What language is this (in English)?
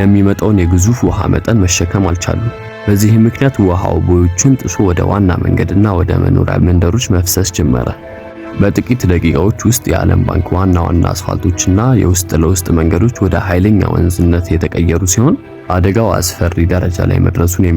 Amharic